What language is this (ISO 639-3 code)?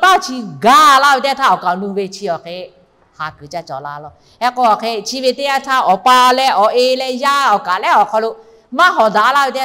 lhu